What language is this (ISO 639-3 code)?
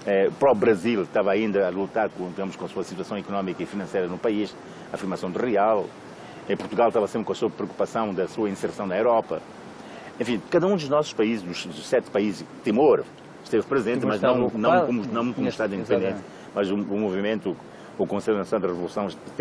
por